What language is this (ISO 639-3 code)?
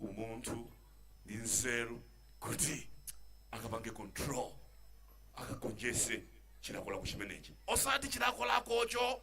nya